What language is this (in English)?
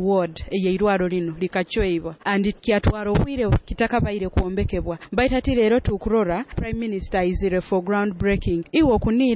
Nyoro